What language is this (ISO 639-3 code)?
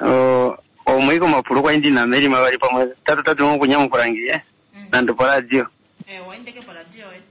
kua